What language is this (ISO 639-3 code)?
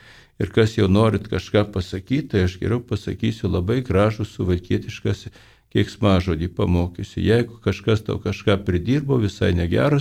lit